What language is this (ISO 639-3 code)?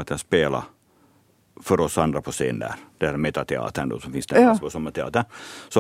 swe